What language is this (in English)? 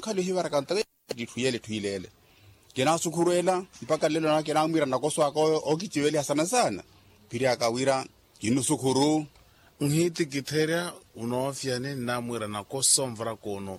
Makhuwa